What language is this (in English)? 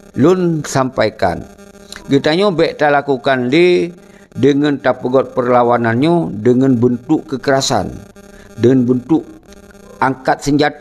Achinese